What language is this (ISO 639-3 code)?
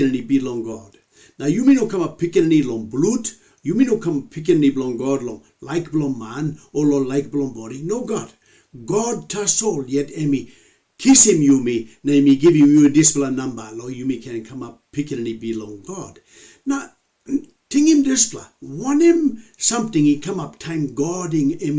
tpi